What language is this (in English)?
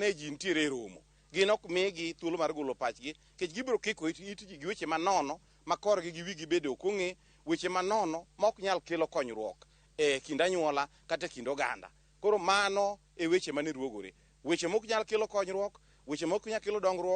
Luo (Kenya and Tanzania)